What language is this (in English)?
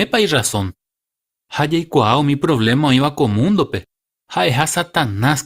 Guarani